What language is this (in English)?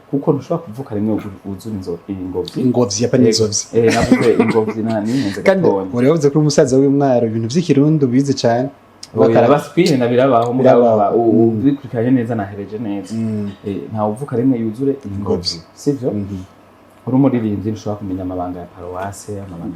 Rundi